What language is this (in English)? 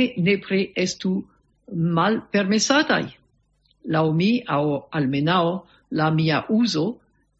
Esperanto